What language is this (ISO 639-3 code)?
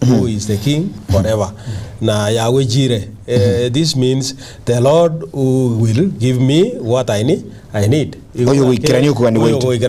guz